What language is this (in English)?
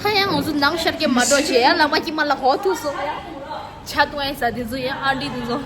Tibetan